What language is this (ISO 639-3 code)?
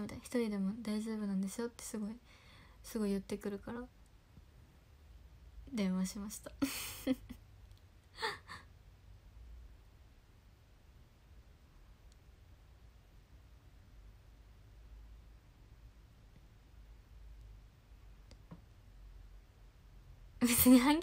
jpn